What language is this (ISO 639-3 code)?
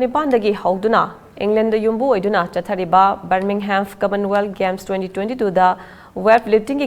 mni